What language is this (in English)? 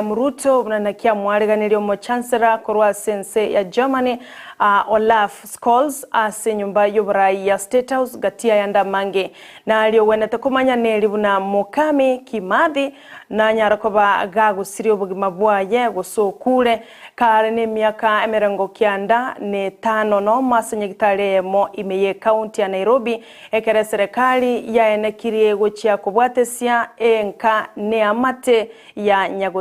Gusii